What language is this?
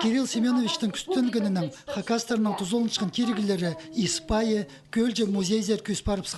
Khakas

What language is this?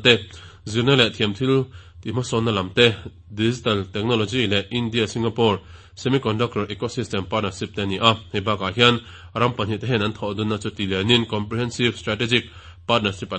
Mizo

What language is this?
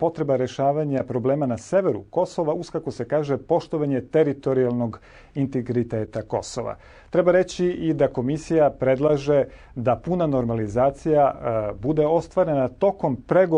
Serbian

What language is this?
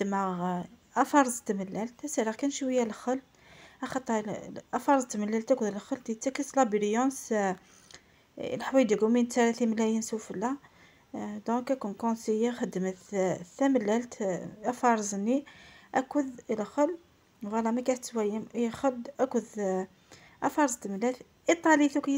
Kabyle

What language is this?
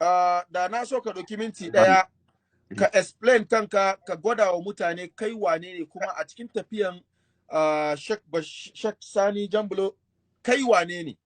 Hausa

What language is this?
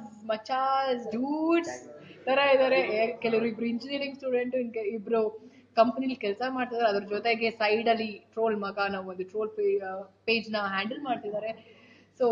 Kannada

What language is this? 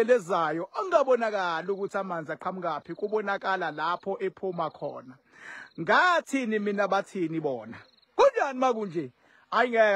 Zulu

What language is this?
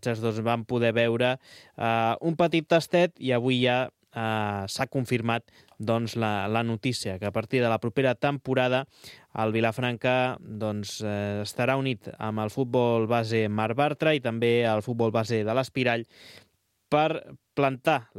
Catalan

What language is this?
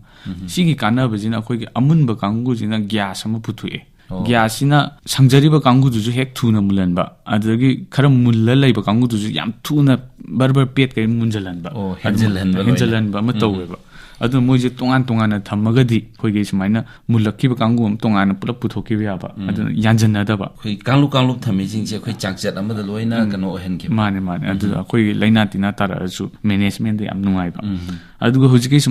Manipuri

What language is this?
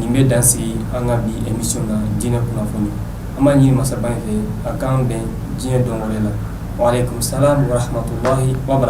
Bambara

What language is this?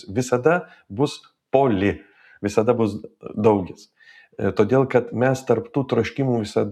Lithuanian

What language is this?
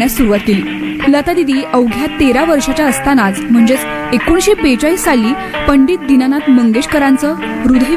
Marathi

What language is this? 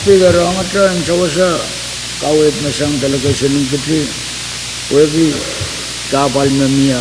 Pohnpeian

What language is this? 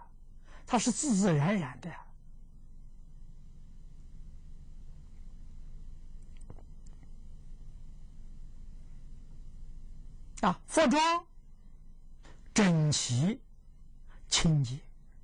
Chinese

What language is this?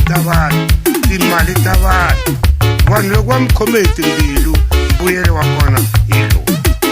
Tsonga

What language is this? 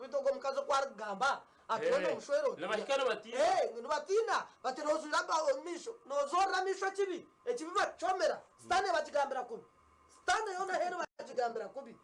Nyankole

